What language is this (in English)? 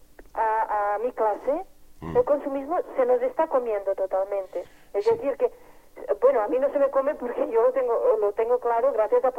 Spanish